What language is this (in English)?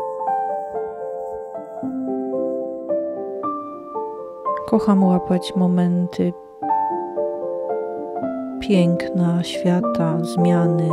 Polish